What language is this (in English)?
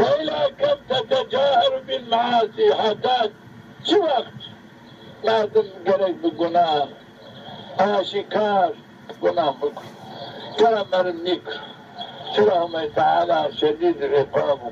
Zaza